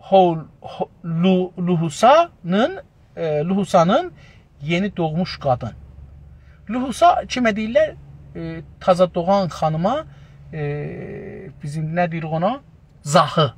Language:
South Azerbaijani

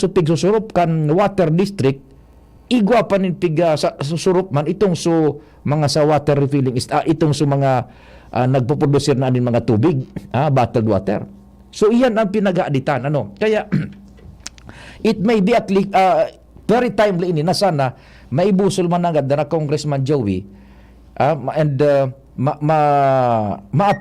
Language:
Bikol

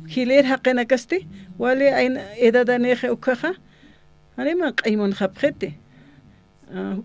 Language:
Aymara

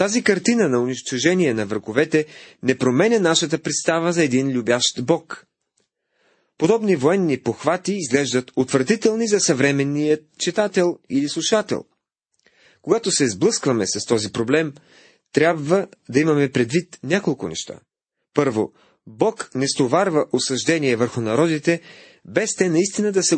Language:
Bulgarian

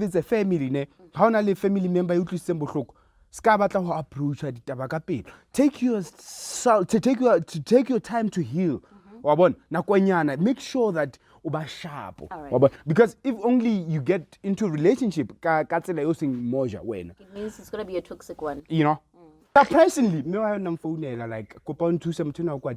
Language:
Southern Sotho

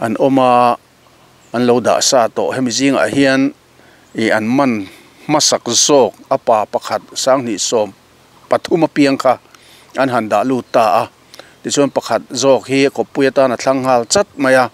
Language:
Mizo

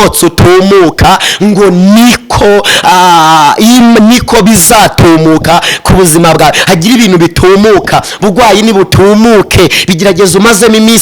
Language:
Kinyarwanda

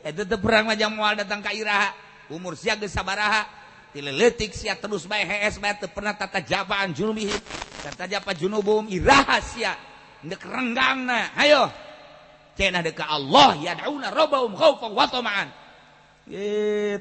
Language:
Sundanese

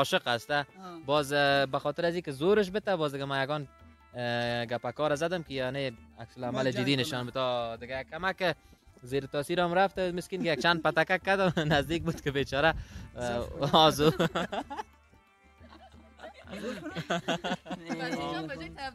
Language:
Persian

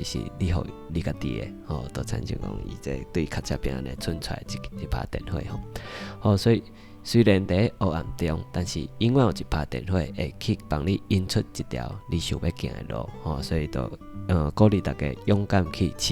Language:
Min Nan Chinese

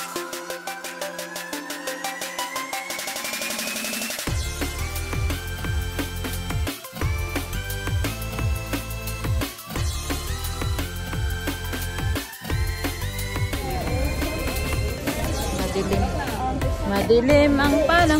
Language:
Filipino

